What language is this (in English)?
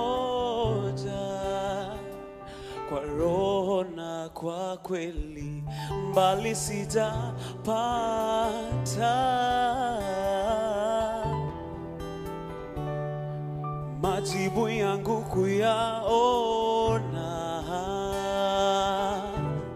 Swahili